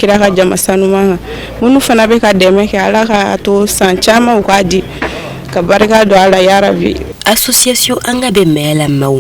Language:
Bambara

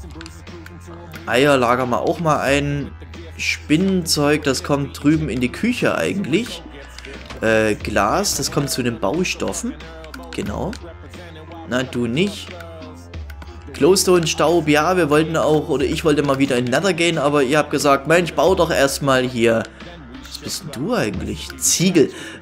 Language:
German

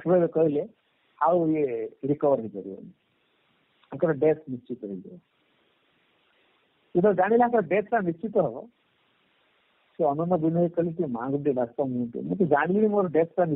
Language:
Odia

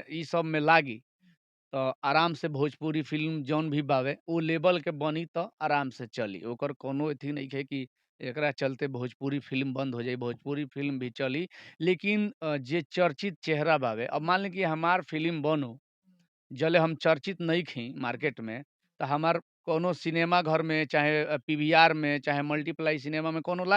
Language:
Bhojpuri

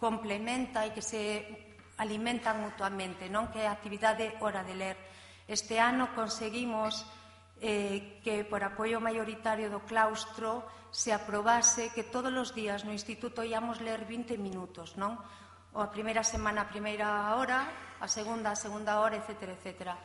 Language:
Galician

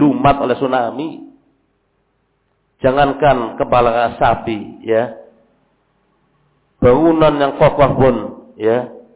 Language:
Indonesian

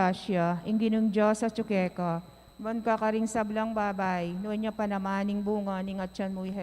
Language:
Pampanga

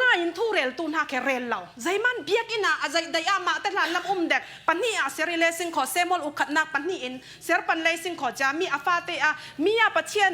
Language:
Falam Chin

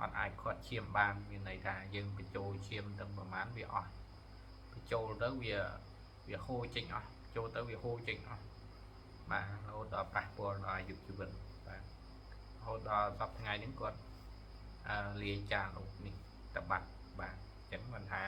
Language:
Khmer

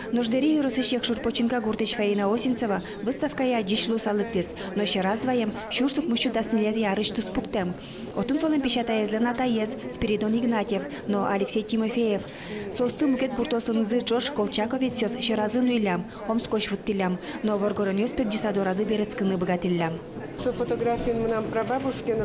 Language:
Udmurt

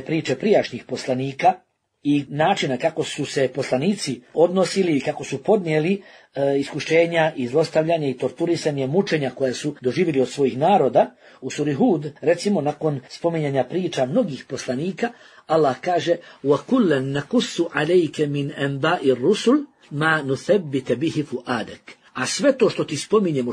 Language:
Bosnian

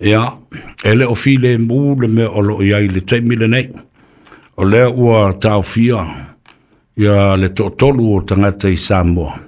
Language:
Samoan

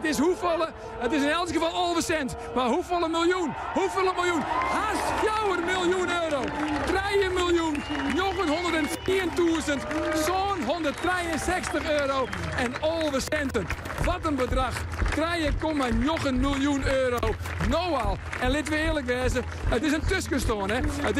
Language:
Western Frisian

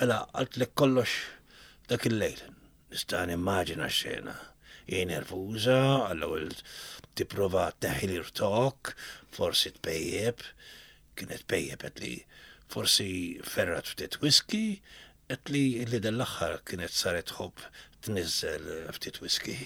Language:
Maltese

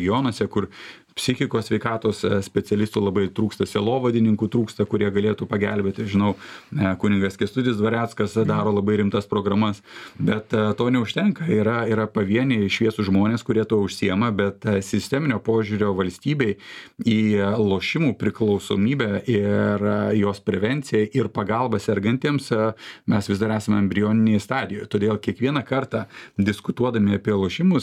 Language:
Lithuanian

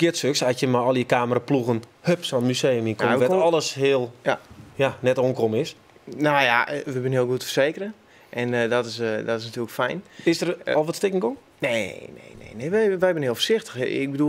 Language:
Western Frisian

